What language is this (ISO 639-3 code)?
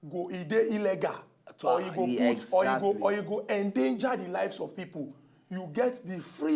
pcm